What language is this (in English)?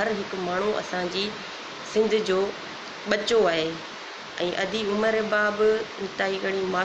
Sindhi